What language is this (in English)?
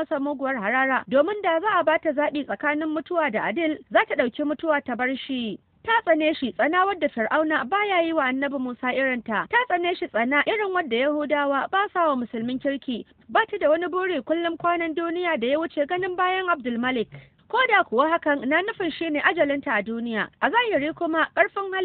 Hausa